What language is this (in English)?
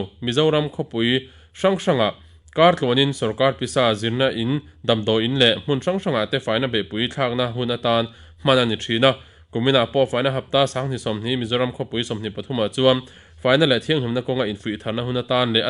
Mizo